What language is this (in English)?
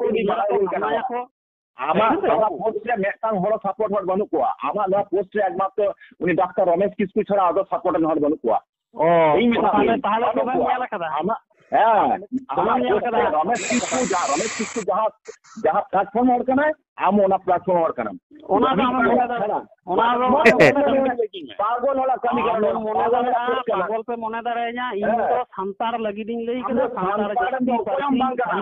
Santali